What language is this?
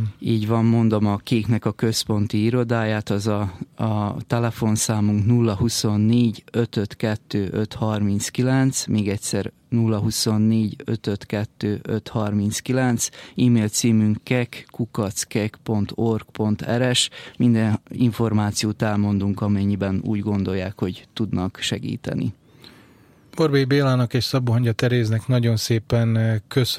Hungarian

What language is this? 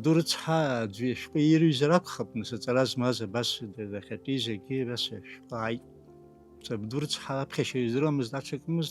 Abkhazian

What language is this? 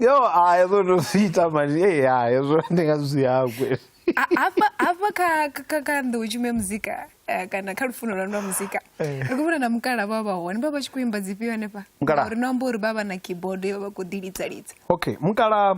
Venda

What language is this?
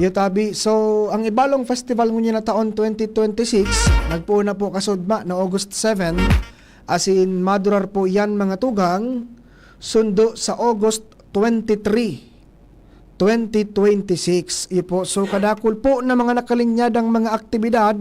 Bikol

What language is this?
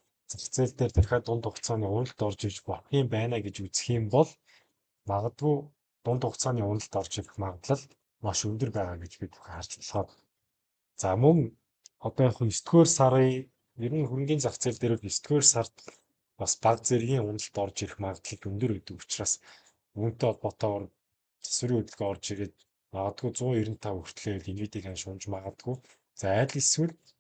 Mongolian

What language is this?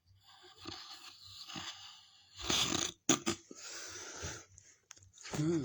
Northeastern Thai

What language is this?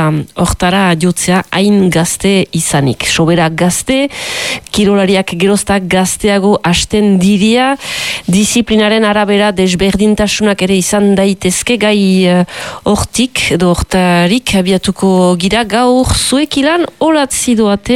Basque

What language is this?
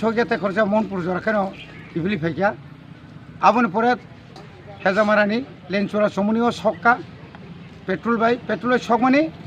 Kok Borok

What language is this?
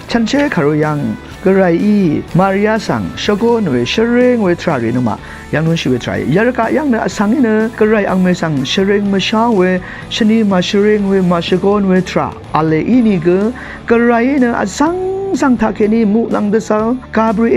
Rawang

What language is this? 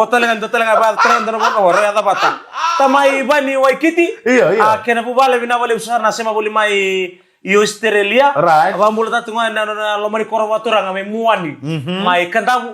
Fijian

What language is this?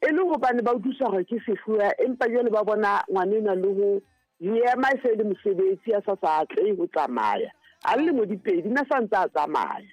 Southern Sotho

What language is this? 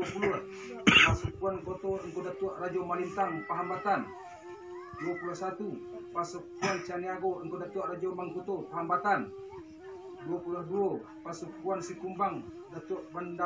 Minangkabau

